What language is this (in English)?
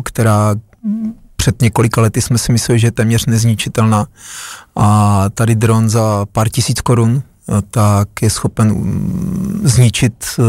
Czech